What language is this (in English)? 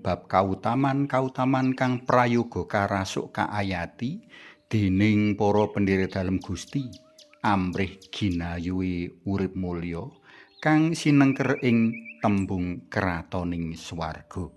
Javanese